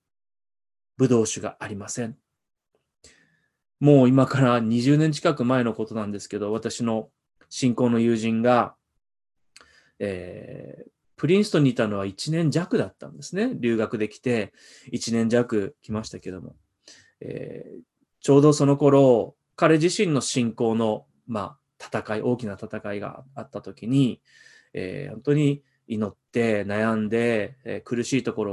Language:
Japanese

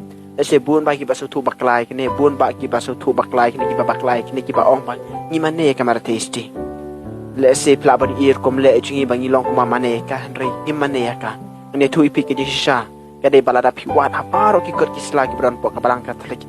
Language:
Khasi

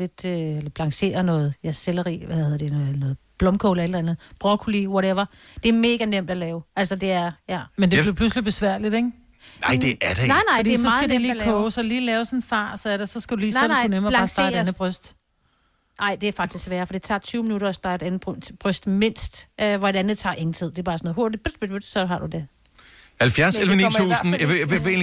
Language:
Danish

